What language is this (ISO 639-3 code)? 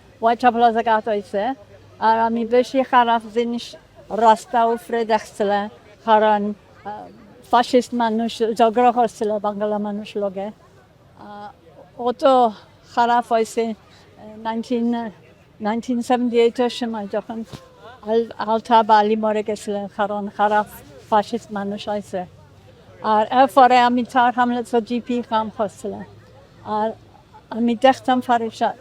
syl